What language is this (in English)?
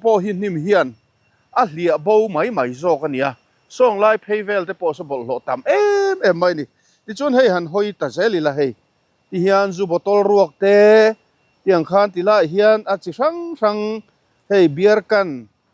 Mizo